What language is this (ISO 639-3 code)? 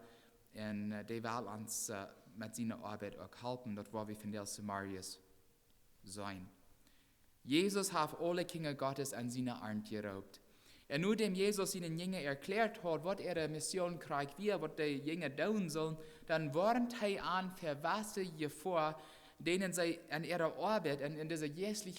pdt